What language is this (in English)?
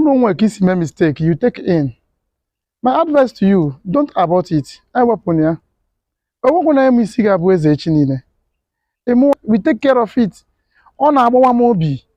Igbo